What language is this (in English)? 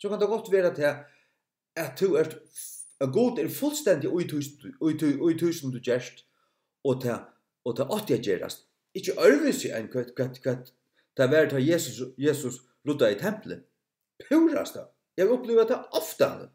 Faroese